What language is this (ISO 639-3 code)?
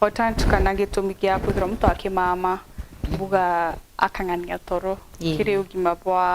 mer